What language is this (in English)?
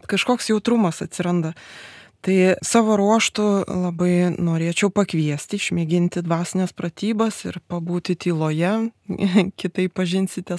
Lithuanian